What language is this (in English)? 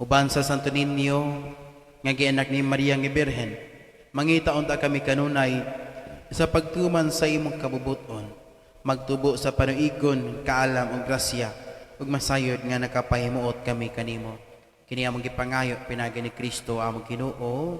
Cebuano